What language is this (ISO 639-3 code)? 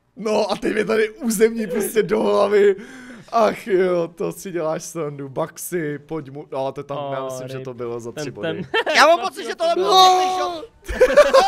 ces